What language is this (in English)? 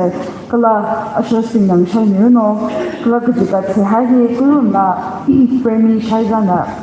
Tangkhul Naga (India)